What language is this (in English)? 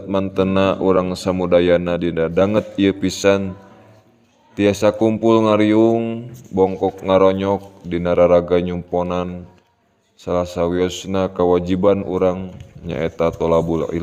Sundanese